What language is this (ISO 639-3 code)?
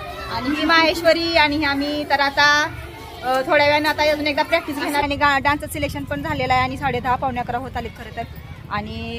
mar